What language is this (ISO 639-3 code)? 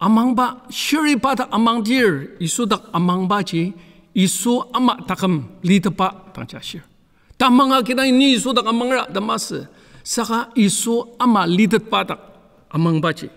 njo